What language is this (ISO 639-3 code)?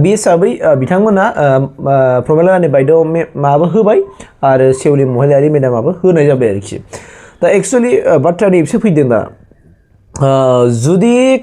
brx